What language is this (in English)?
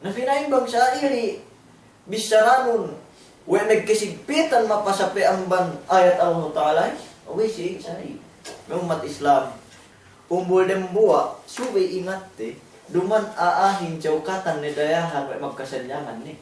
Yakan